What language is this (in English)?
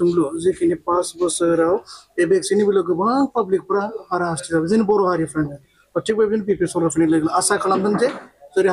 Bodo